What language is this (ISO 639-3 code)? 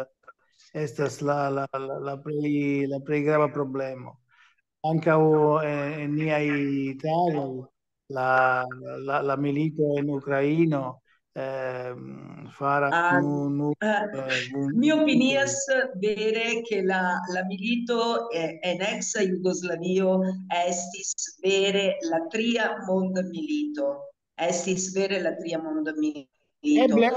epo